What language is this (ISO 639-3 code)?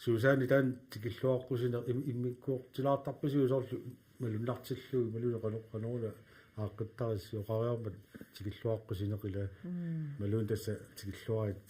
kal